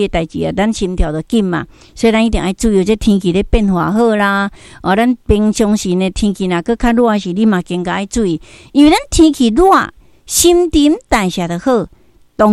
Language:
Min Nan Chinese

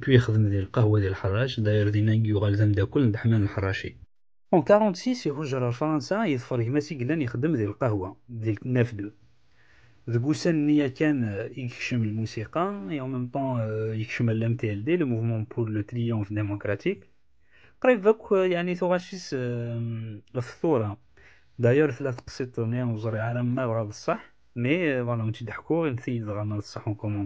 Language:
Kabyle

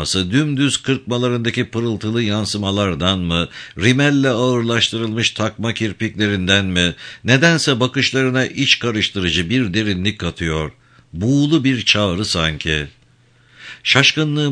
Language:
Turkish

